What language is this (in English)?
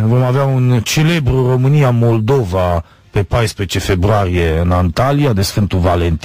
Romanian